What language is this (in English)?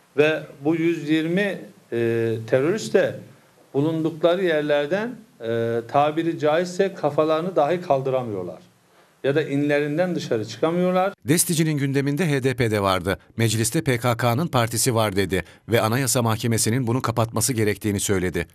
Turkish